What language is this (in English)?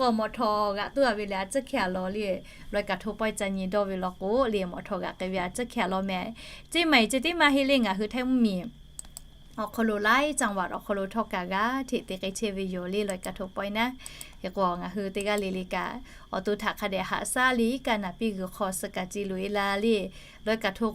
Lahu